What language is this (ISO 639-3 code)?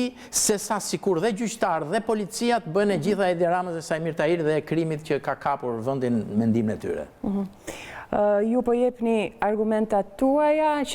sqi